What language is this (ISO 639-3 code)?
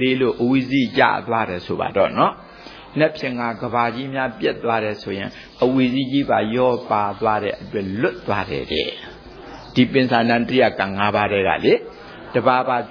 mya